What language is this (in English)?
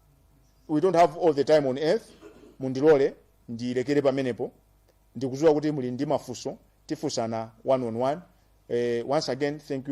Nyanja